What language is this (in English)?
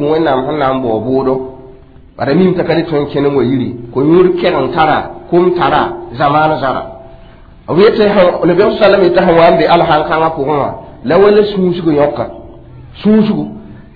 Mossi